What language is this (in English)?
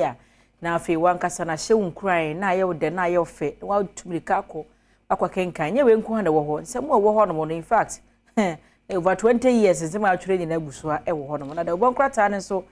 Akan